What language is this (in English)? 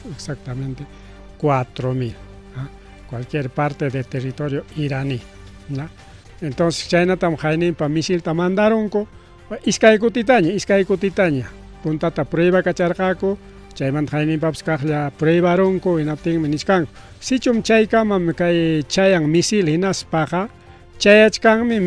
Ayacucho Quechua